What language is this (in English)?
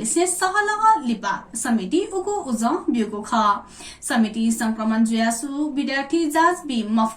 Newari